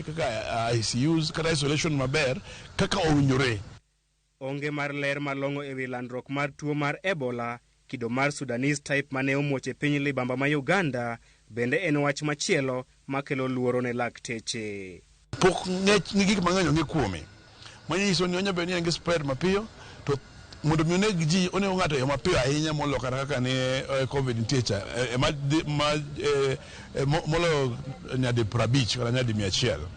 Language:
Luo (Kenya and Tanzania)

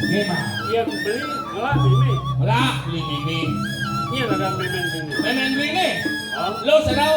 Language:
Balinese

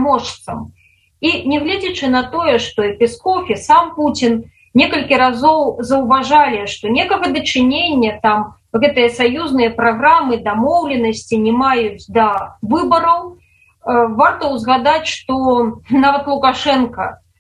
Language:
Belarusian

